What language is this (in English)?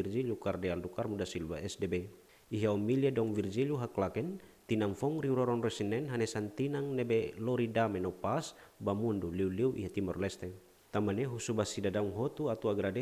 Tetum